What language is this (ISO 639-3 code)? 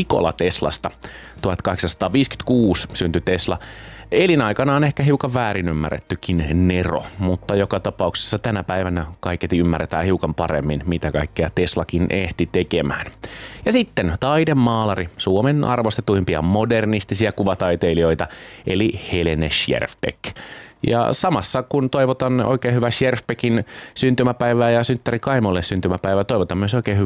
fin